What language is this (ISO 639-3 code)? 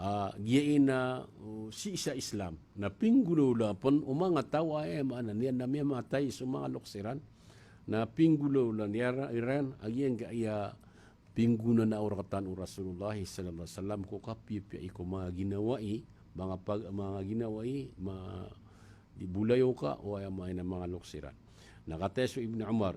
mrw